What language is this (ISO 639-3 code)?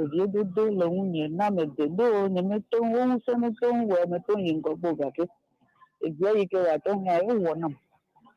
ewe